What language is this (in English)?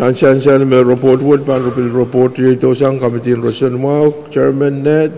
Pohnpeian